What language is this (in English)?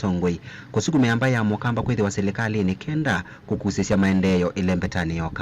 Kamba